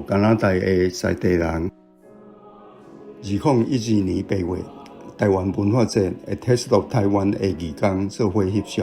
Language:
Min Nan Chinese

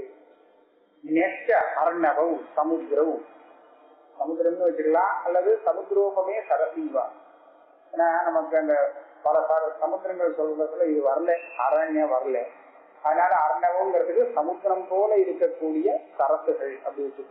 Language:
Tamil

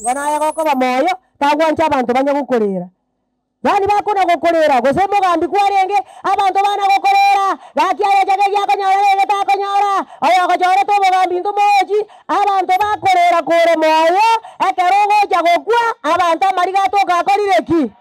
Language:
Gusii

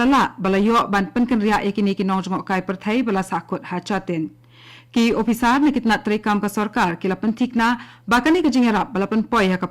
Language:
Khasi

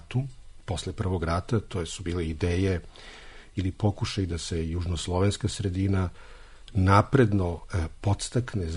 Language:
Serbian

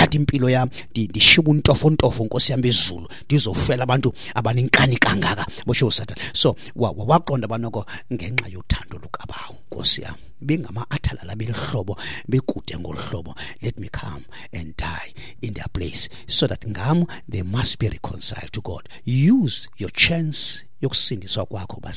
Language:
Xhosa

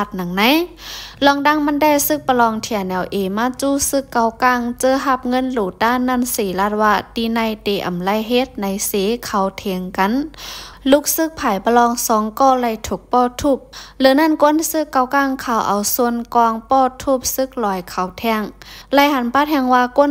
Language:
Lao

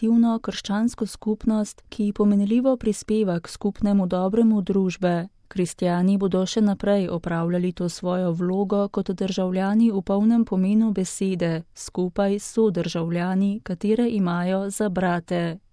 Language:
Slovenian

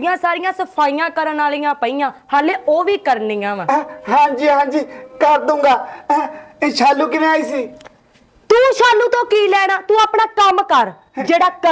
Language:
Punjabi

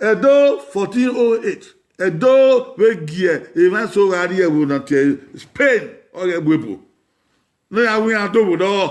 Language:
Bini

